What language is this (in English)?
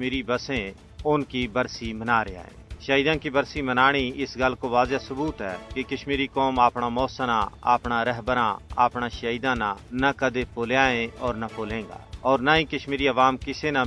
Gujari